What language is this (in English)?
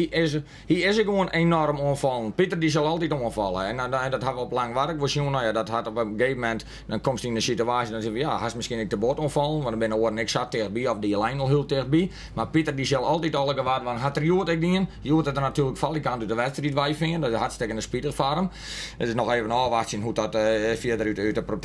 Western Frisian